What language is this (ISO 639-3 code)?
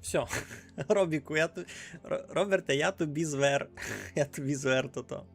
rue